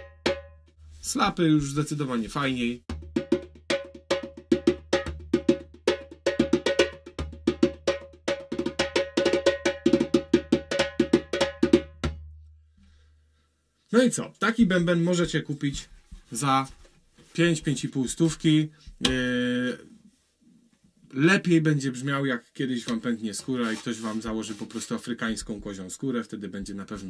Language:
Polish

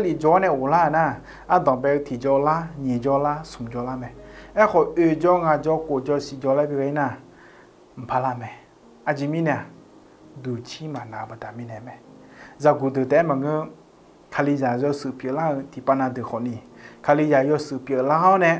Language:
Akha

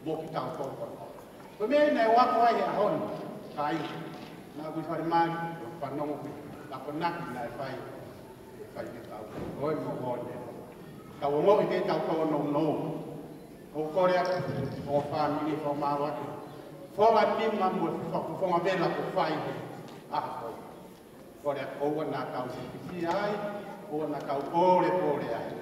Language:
Tongan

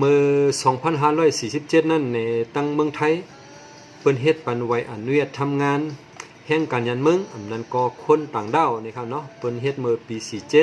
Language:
Shan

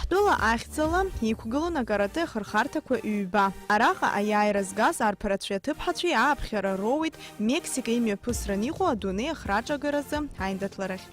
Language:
Abkhazian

